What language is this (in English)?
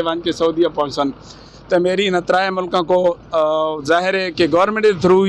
Saraiki